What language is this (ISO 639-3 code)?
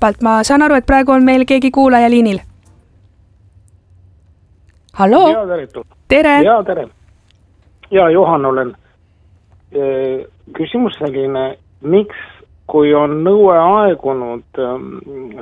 est